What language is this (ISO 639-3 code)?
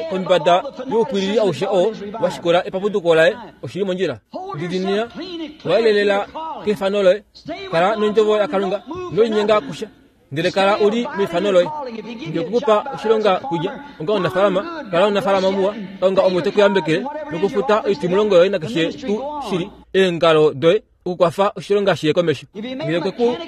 kua